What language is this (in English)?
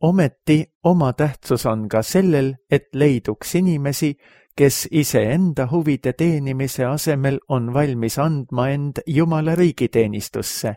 Estonian